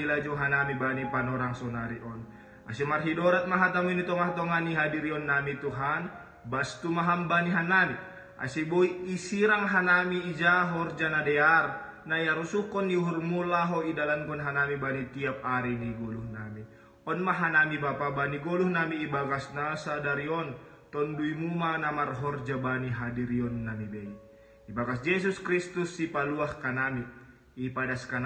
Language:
Batak Simalungun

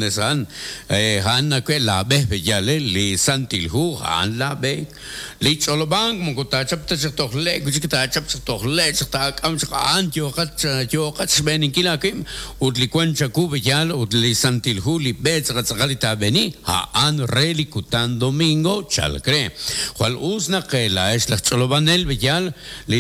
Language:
Kekchí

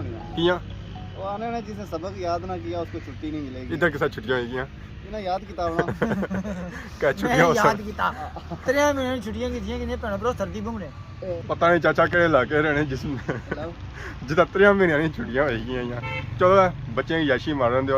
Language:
Pahari-Potwari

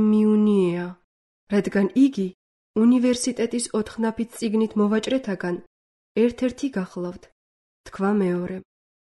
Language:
Georgian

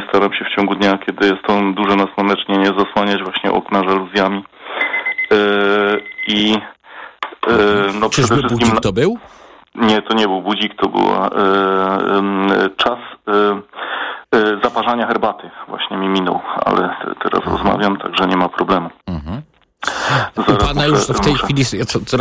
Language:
Polish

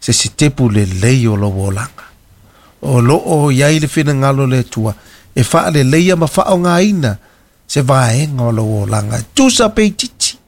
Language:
Samoan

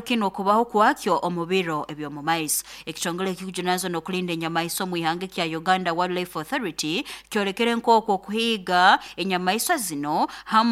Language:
Nyoro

